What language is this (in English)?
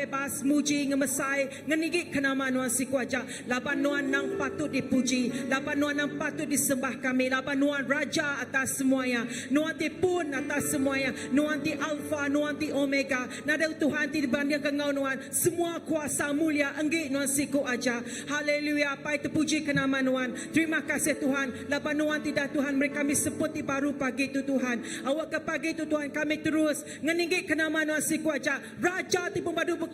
Iban